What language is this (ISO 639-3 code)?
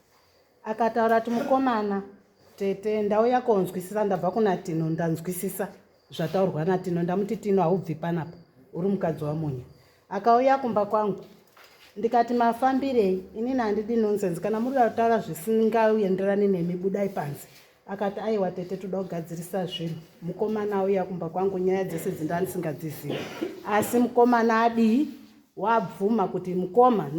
sna